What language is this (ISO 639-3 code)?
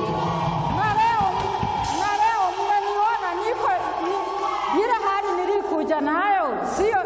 swa